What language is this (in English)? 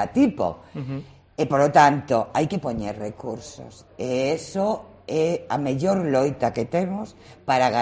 Galician